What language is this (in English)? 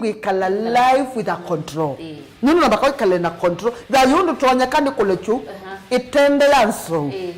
Kamba